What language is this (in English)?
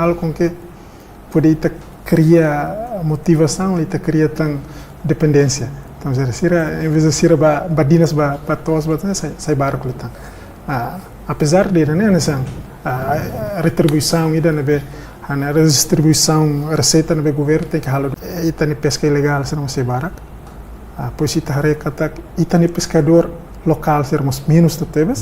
Tetum